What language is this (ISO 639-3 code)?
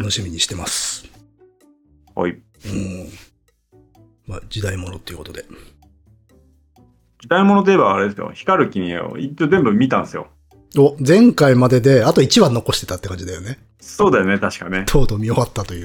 jpn